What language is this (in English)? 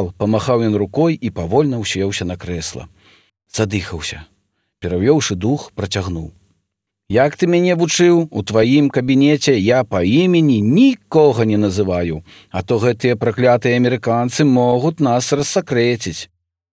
Belarusian